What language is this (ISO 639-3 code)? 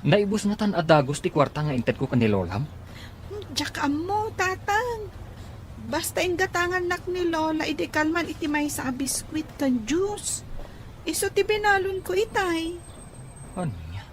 ilo